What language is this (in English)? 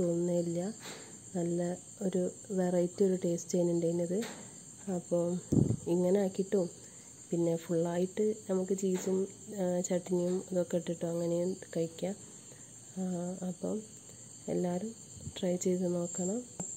Malayalam